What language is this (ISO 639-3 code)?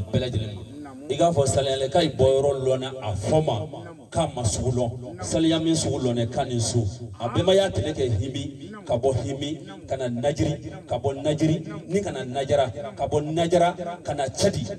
bam